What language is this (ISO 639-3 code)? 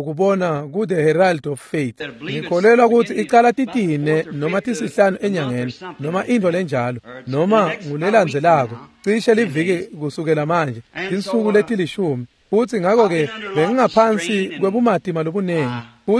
ssw